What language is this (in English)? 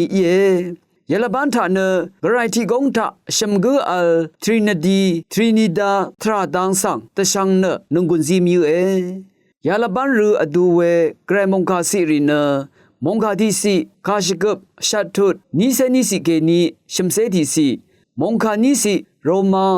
Rawang